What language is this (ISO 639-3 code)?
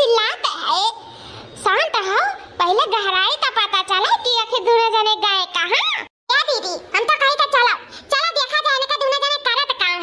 awa